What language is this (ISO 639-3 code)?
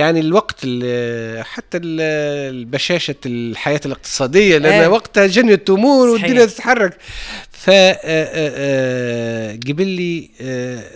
aeb